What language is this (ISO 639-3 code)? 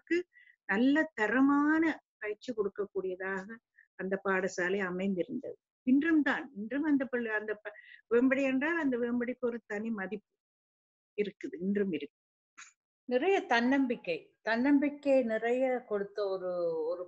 tam